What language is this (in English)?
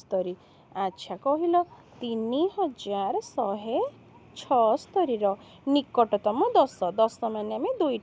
Odia